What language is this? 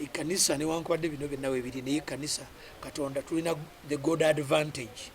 Ganda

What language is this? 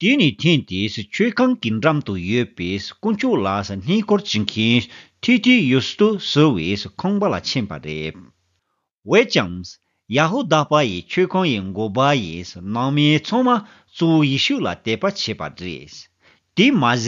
Tibetan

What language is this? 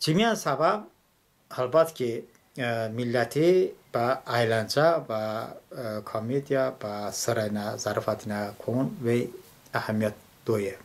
Talysh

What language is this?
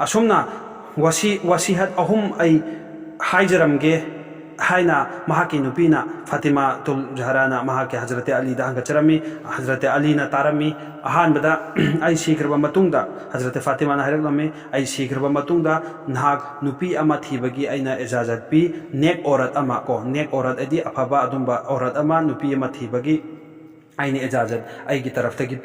Manipuri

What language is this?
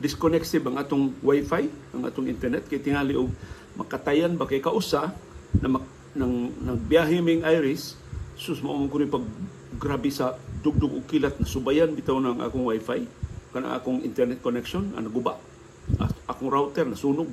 Cebuano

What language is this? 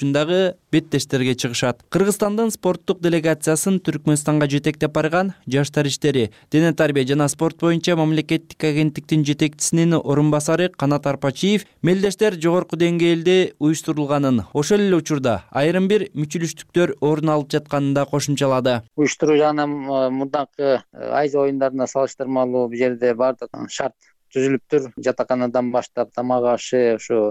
Kyrgyz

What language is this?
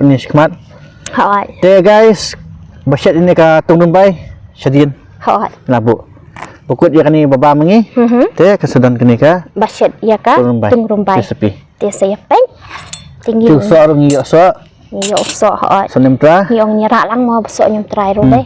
Khasi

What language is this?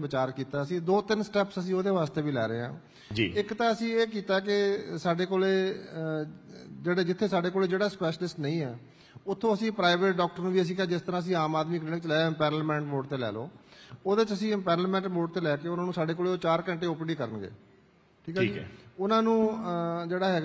Punjabi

